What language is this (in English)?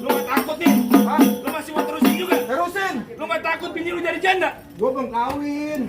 Betawi